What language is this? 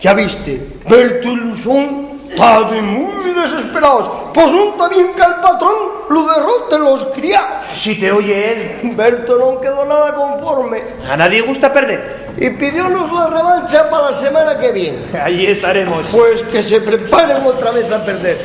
Asturian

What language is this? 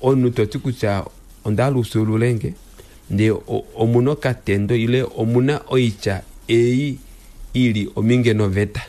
Kuanyama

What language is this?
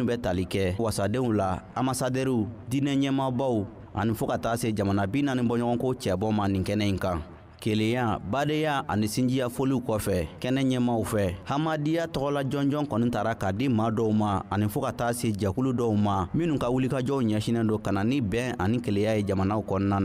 Bambara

